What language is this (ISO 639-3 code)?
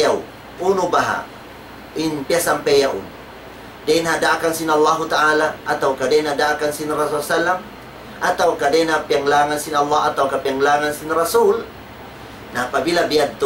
tsg